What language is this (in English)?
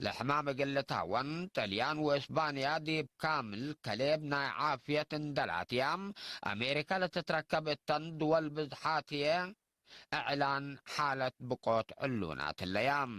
Tigre